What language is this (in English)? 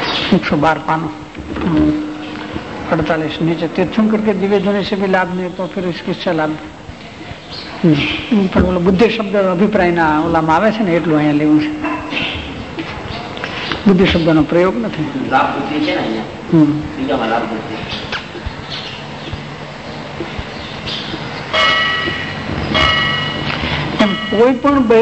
Gujarati